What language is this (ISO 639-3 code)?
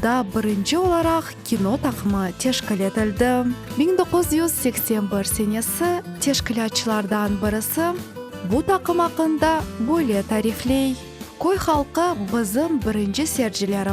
crh